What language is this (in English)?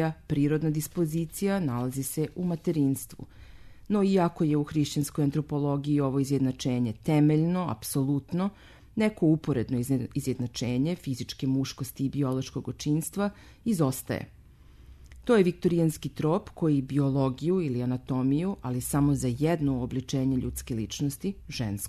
Serbian